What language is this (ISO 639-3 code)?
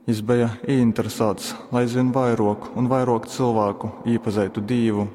ltg